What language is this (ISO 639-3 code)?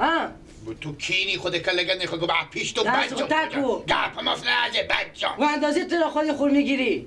fas